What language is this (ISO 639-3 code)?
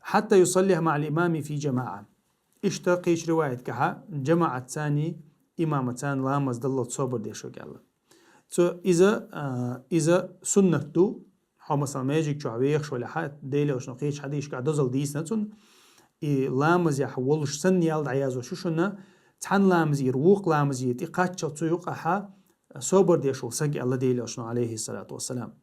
che